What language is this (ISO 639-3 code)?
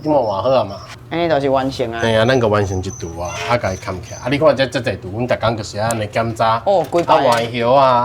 nan